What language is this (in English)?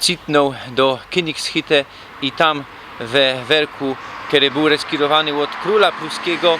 Silesian